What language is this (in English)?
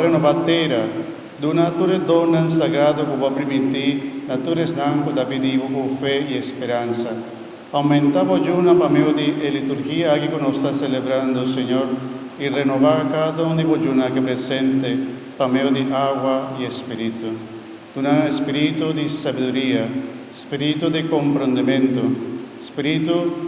Papiamento